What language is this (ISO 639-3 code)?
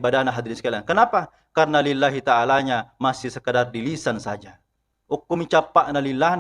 bug